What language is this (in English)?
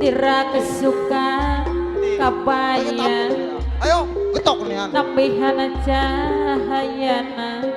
Betawi